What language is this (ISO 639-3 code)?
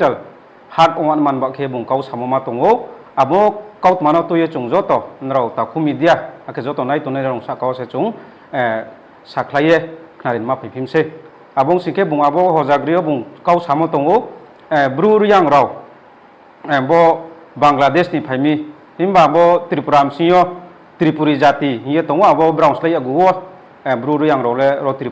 ria